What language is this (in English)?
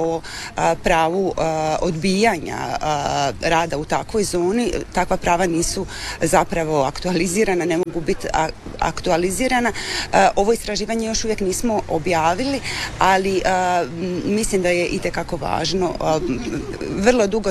Croatian